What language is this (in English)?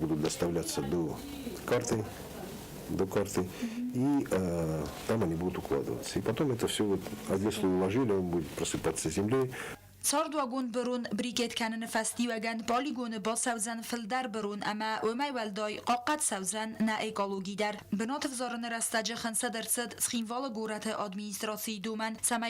Ossetic